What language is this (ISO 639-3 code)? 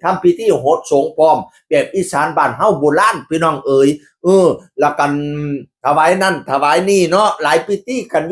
tts